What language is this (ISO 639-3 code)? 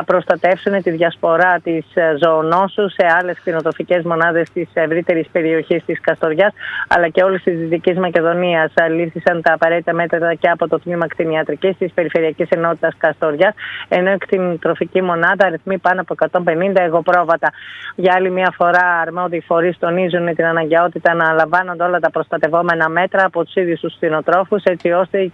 ell